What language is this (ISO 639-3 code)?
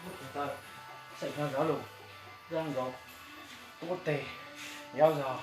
hmn